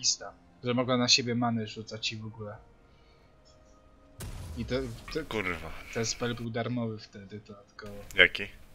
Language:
Polish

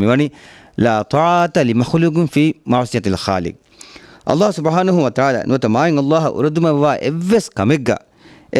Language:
Divehi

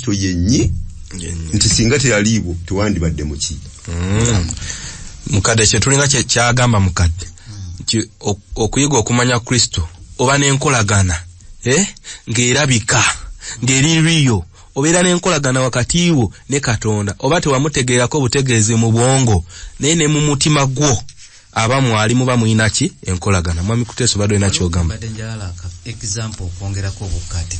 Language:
Ganda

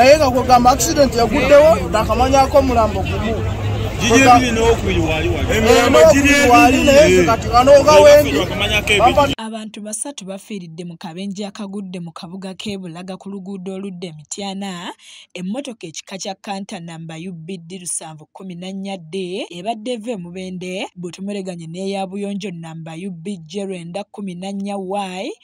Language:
Ganda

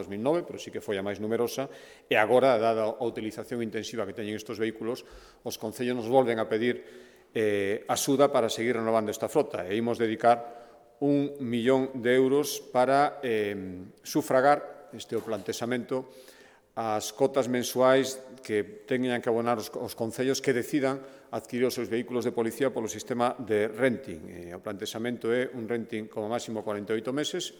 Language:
Galician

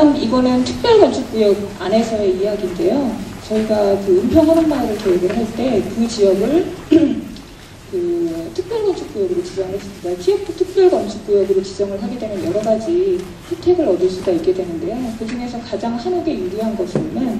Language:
Korean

